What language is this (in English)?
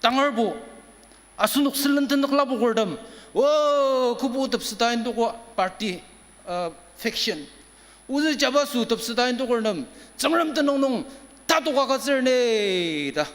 Ao Naga